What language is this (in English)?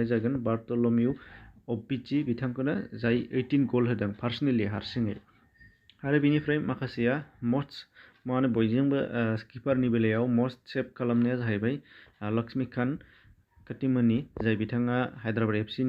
Bodo